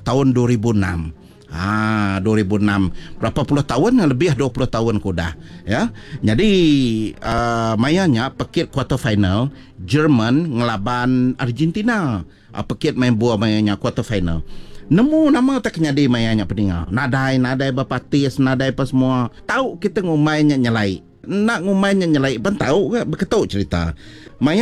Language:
Iban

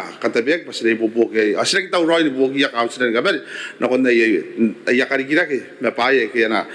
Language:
Gilbertese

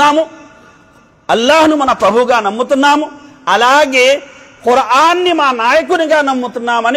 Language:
Telugu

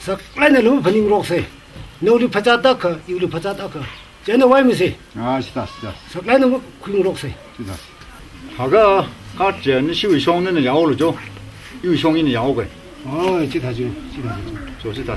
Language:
Tangkhul Naga (India)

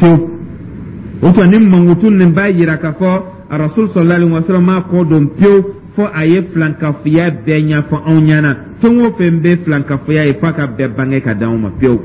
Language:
Dyula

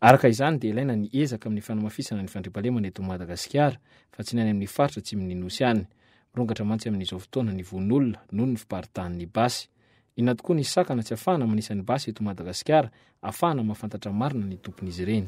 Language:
Malagasy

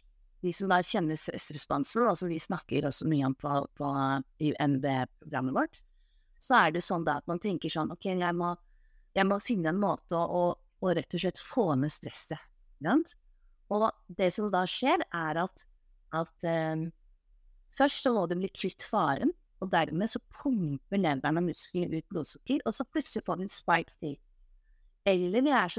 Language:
Norwegian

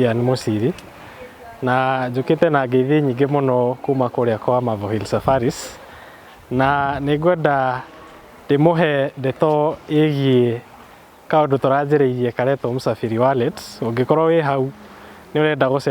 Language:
Kikuyu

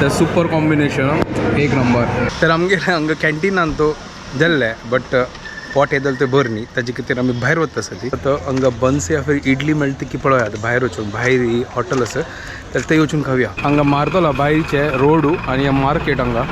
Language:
Konkani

